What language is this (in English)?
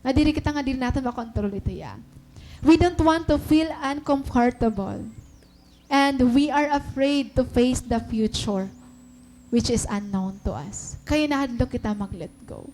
Waray